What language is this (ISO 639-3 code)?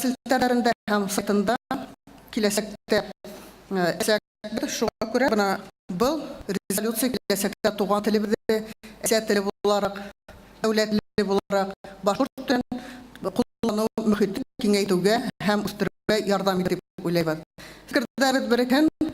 bak